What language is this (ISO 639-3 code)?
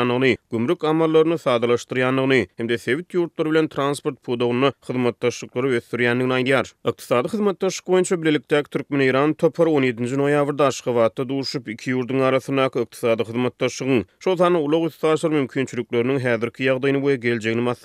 tuk